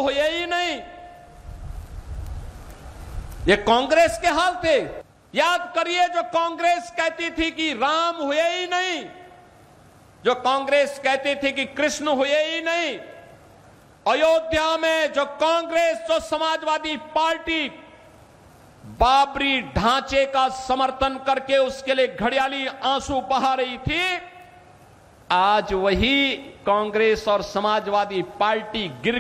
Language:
Hindi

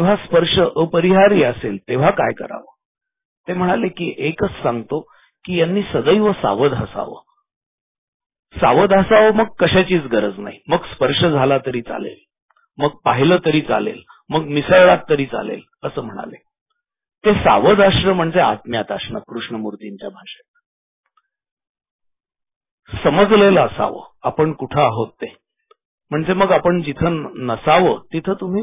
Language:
Marathi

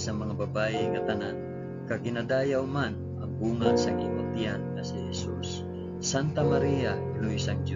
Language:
Hiligaynon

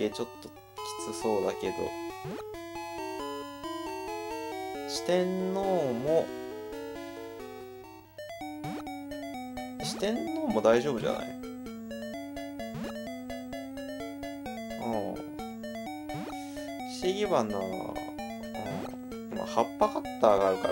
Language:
Japanese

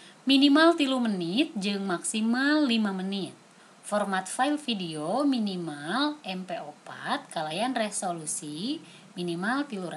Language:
Sundanese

